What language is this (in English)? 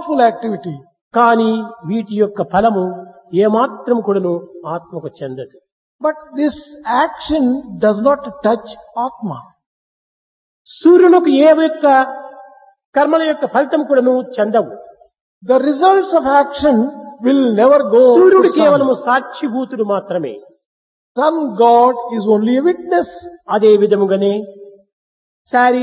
Telugu